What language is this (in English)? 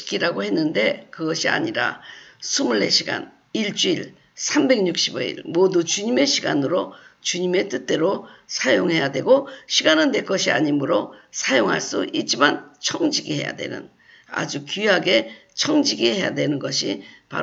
Korean